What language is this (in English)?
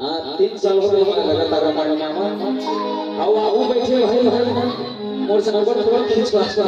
Chhattisgarhi